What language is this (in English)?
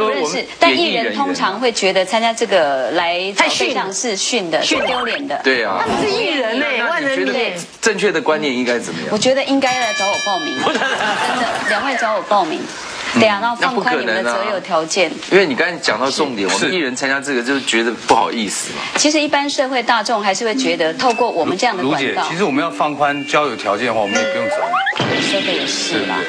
Chinese